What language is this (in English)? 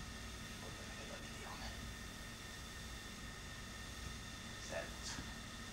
Hungarian